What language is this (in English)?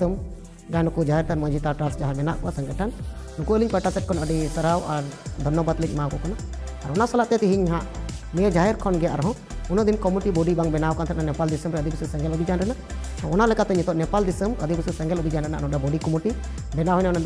Santali